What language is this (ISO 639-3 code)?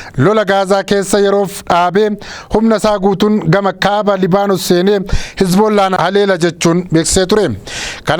orm